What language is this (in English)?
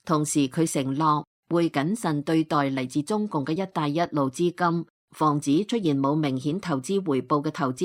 Cantonese